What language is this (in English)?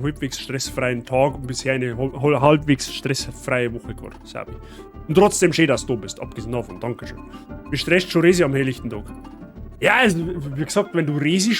Bavarian